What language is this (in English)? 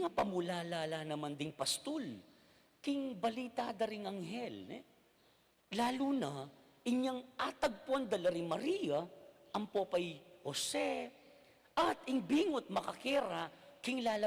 Pampanga